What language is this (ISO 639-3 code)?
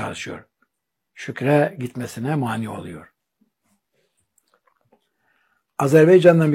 tur